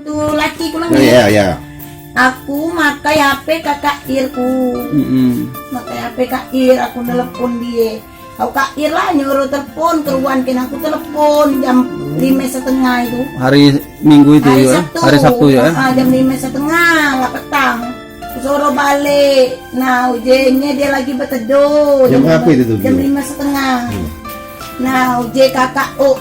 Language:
Musi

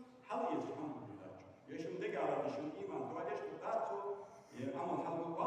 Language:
Ingush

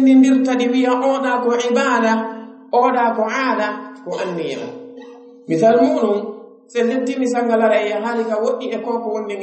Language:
Pular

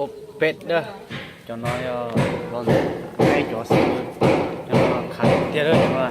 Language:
Hmong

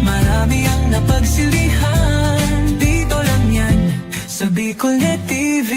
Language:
Bikol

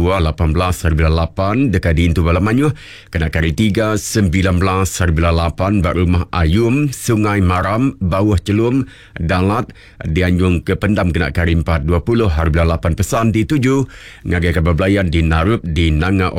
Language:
Iban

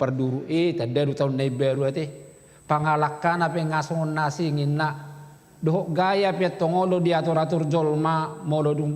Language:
Batak Toba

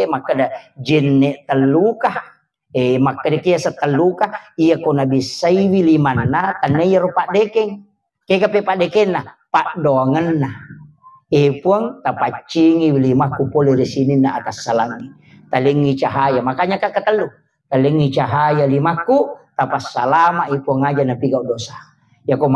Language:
Buginese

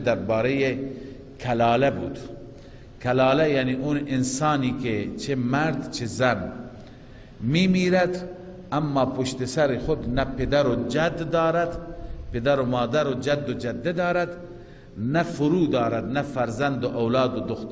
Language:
Persian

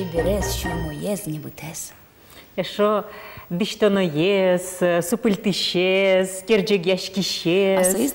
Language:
Udmurt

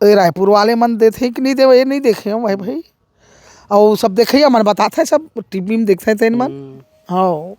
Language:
Chhattisgarhi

